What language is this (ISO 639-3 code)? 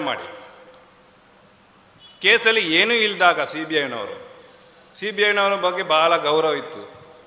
kan